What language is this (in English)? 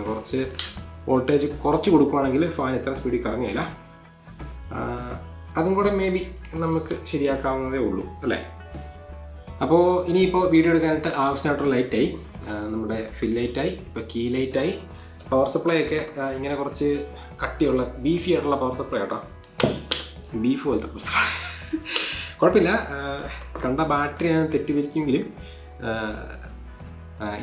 Malayalam